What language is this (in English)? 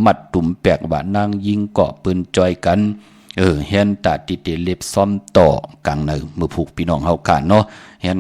Shan